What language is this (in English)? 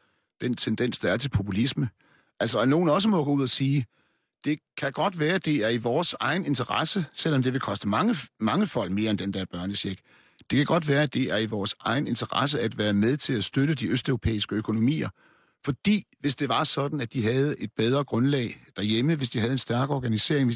Danish